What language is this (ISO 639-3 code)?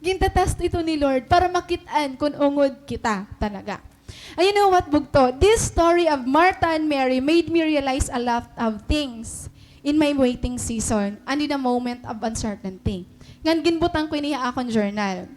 war